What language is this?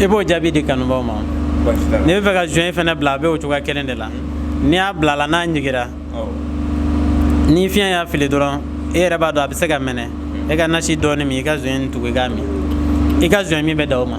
Bambara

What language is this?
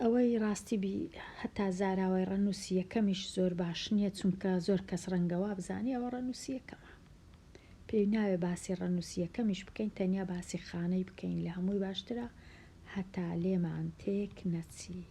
Central Kurdish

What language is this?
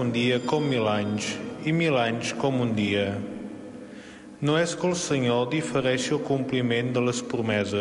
Catalan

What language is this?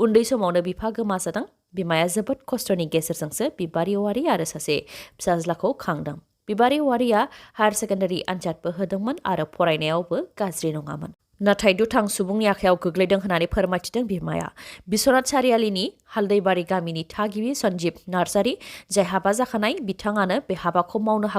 Bodo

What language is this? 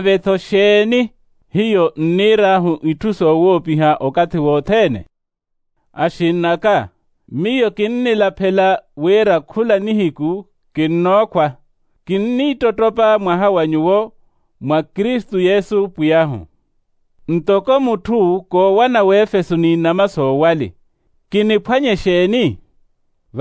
Makhuwa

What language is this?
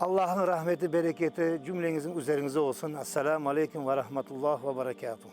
Crimean Tatar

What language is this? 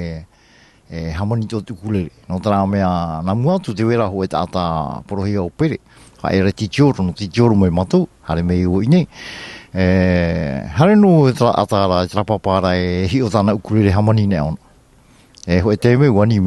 Tahitian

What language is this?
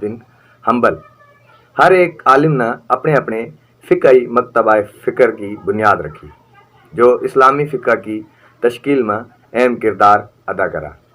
Haryanvi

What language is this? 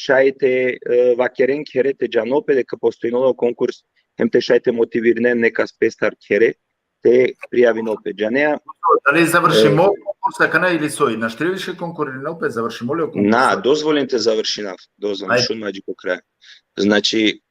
Balkan Romani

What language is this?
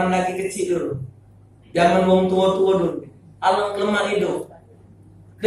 Musi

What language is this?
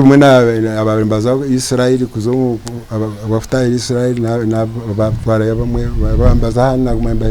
Nyankole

